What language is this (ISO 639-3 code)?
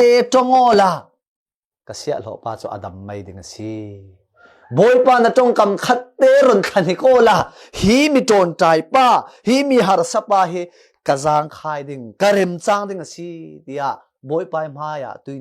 cfm